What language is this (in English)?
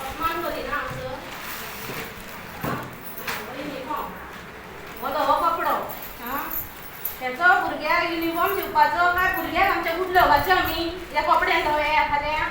Konkani